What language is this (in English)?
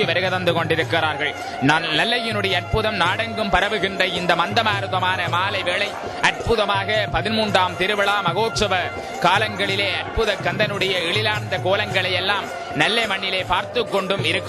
Tamil